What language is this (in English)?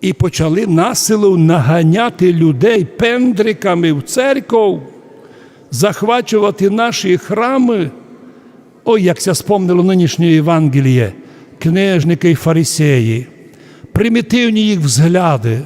Rusyn